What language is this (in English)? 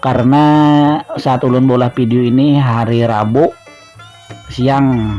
Banjar